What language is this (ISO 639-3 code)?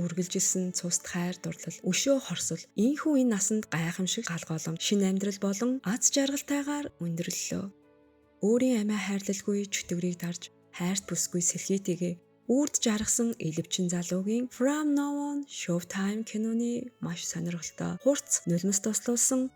mon